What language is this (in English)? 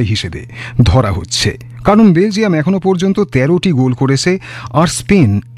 Bangla